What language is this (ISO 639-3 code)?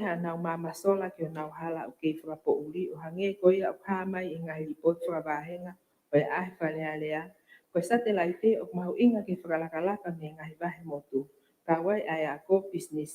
ton